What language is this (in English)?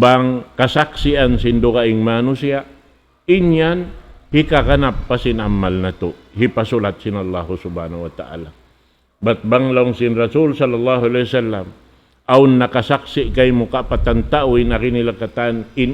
Tausug